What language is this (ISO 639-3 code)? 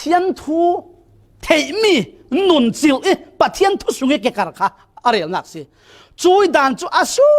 cfm